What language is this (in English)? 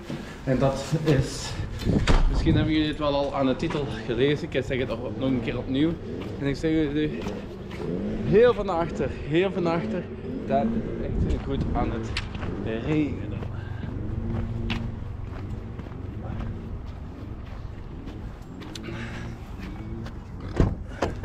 Dutch